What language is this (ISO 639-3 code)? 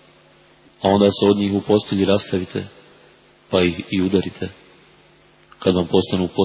bos